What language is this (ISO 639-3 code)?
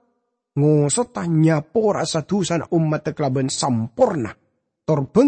mad